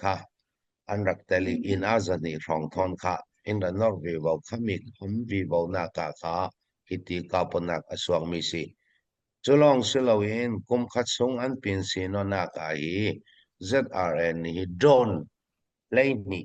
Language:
Hakha Chin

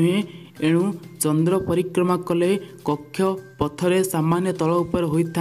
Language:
Odia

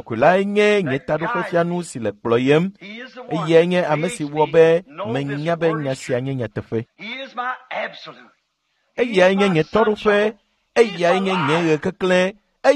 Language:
Ewe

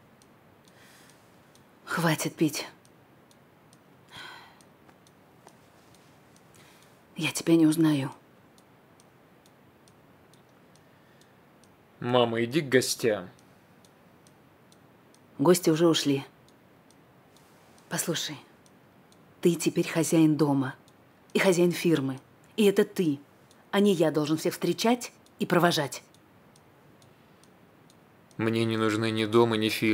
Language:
Russian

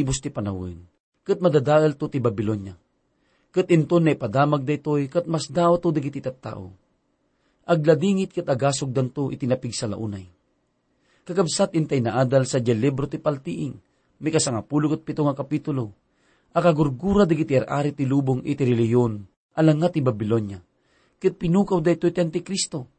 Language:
Iloko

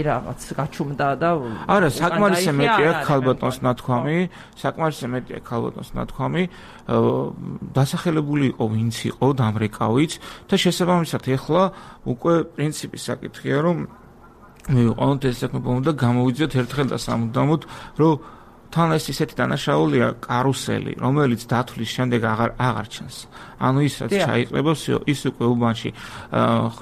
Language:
Georgian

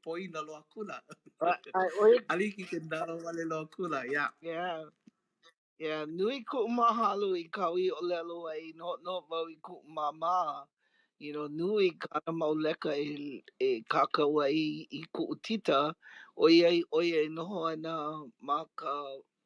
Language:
Hawaiian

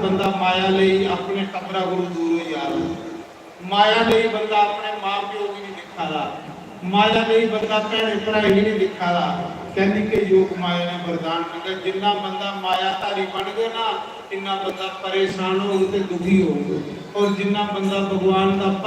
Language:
Dogri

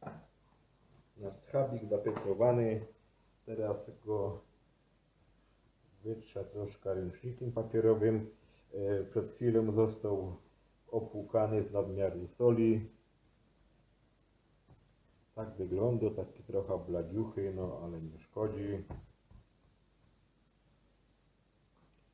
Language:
Polish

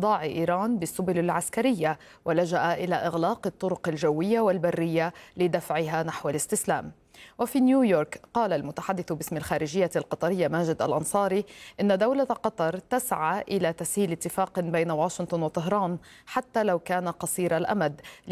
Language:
Arabic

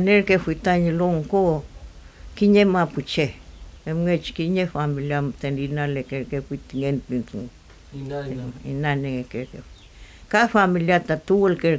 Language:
Mapuche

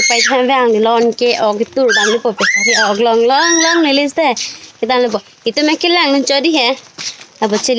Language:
Karbi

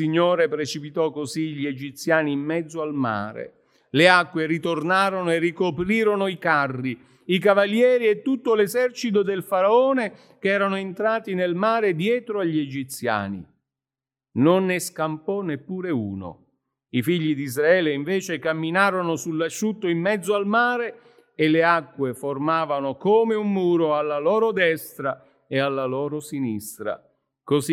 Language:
Italian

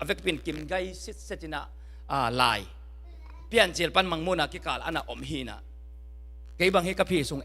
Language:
Tedim Chin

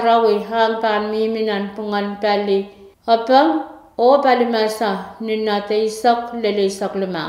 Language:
Pohnpeian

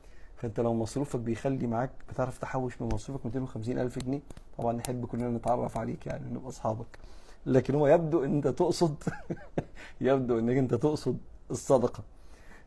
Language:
Egyptian Arabic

